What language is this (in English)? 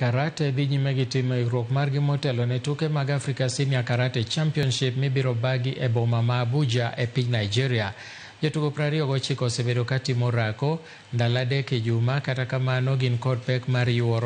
Luo (Kenya and Tanzania)